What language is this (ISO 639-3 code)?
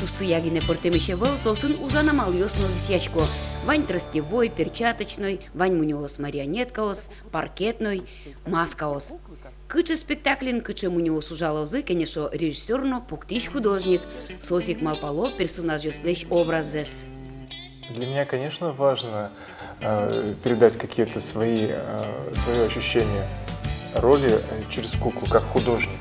udm